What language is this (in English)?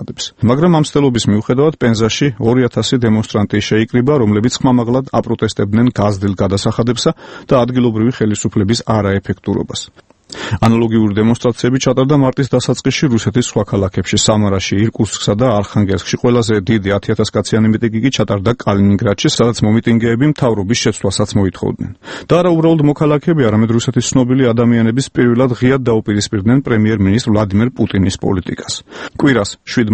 Georgian